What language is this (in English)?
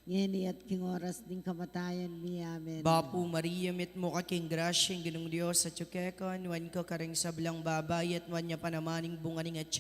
Pampanga